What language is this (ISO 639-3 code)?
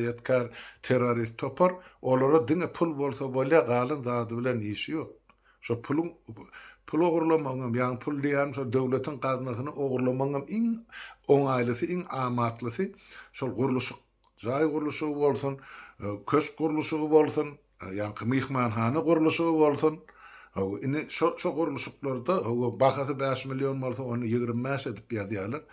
tuk